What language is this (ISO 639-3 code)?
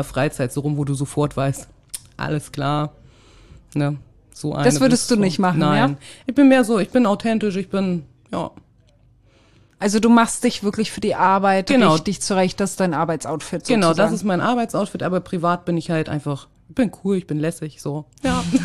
deu